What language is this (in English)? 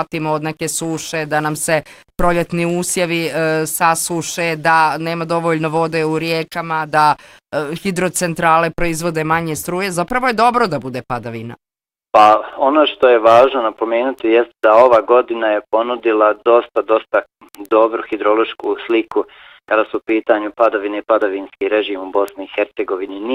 Bosnian